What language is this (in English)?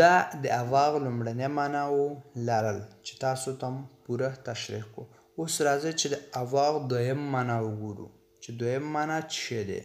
Pashto